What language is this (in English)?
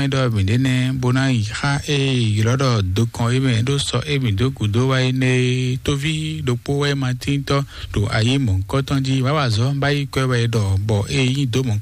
Fon